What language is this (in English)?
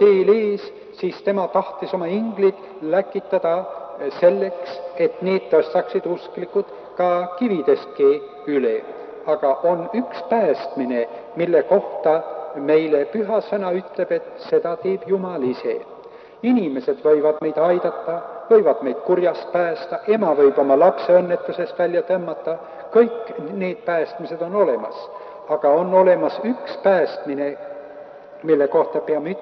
Estonian